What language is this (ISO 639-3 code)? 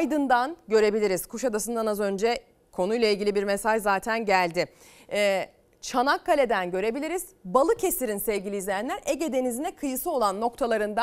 tur